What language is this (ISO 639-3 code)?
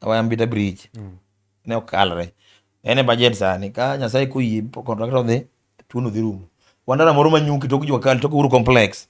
luo